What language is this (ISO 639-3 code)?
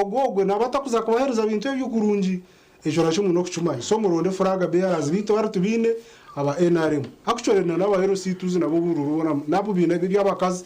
nyn